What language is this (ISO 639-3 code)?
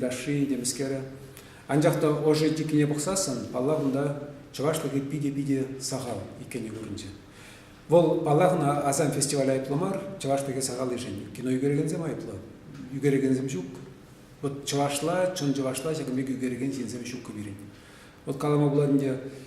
chv